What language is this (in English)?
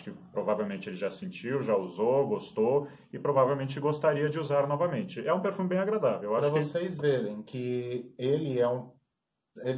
Portuguese